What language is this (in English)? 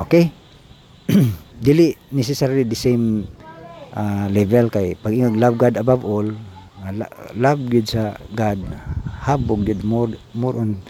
Cebuano